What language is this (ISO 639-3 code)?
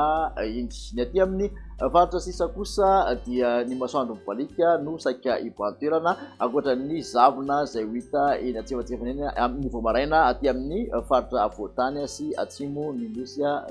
mlg